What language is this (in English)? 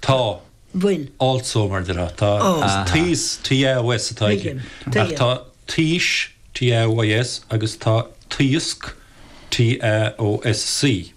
Irish